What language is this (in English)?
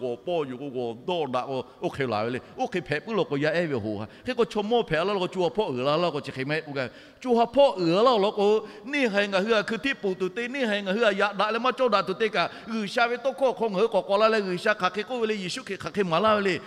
Lahu